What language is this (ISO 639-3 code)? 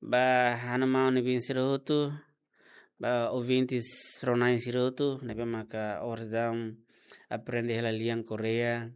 tet